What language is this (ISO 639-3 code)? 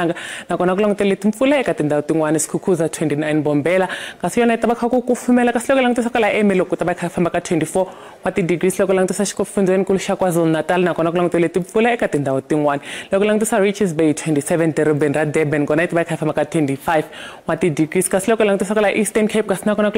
tso